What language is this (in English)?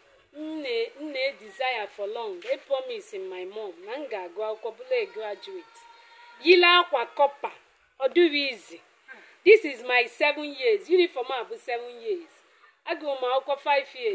Igbo